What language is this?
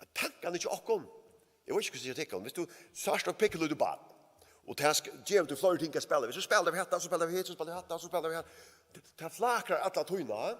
Faroese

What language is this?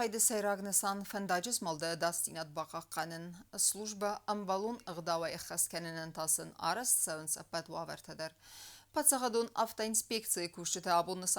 Ossetic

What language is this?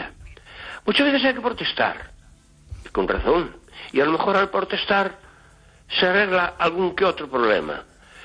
Galician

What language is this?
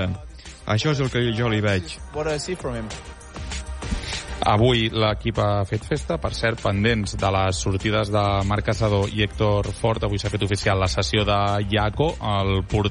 Catalan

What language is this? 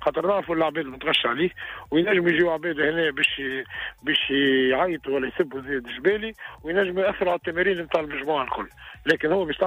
Tunisian Arabic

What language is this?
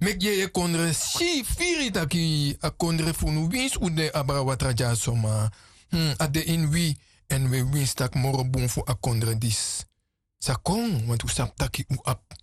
Sranan Tongo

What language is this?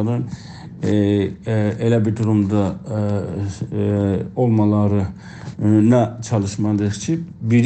South Azerbaijani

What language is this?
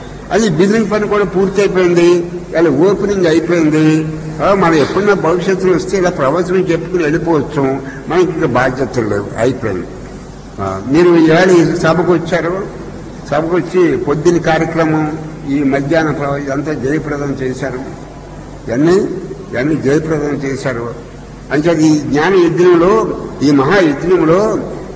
Telugu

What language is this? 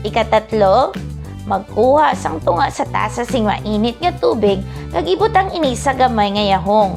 Hiligaynon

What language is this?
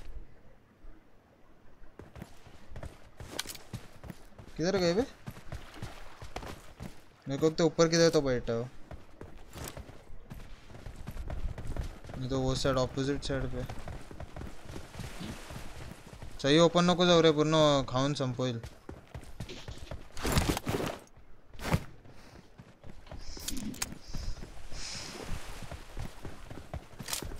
Hindi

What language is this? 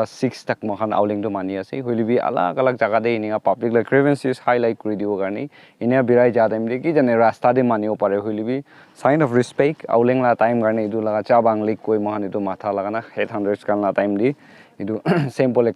Naga Pidgin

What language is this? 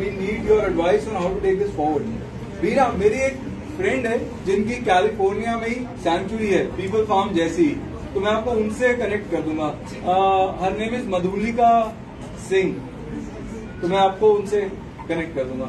Hindi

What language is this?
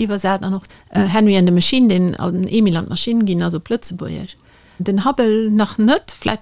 Luxembourgish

